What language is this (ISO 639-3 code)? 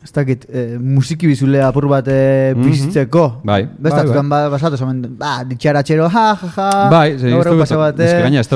eus